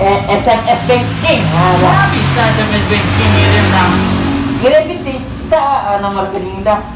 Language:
Minangkabau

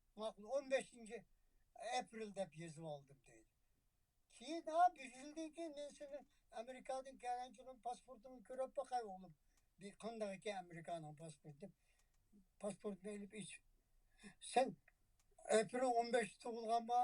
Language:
Uyghur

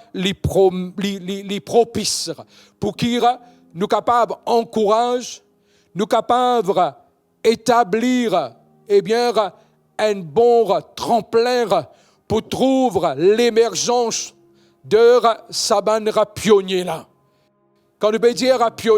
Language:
Morisyen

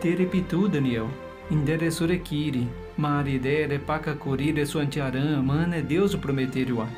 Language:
Nheengatu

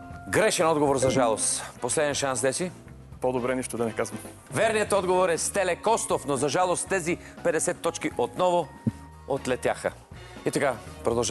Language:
Bulgarian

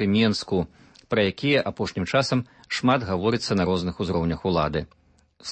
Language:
Belarusian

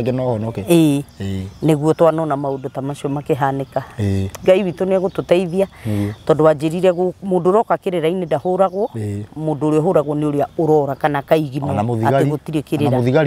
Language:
Kikuyu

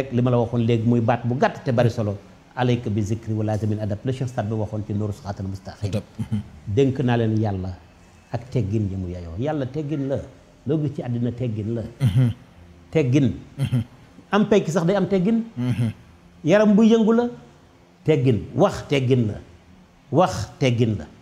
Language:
Wolof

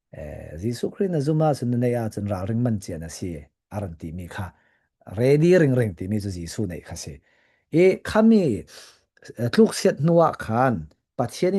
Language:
Falam Chin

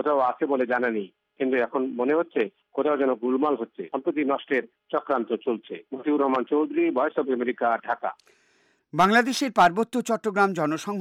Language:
Bangla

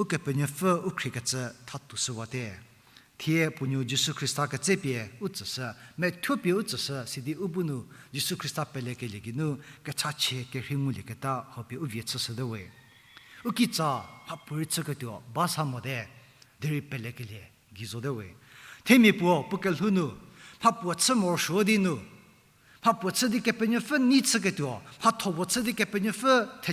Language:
Angami Naga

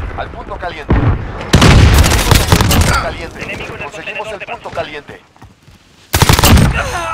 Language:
Spanish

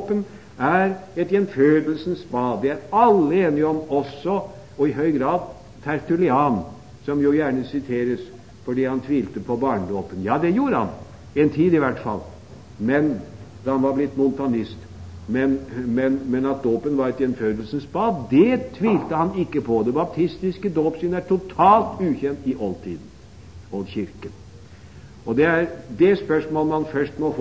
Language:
Norwegian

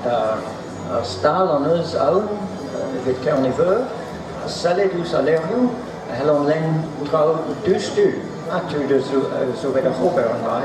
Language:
Breton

